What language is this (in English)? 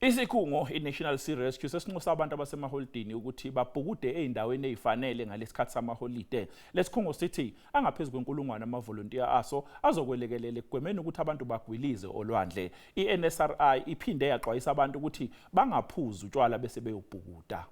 Zulu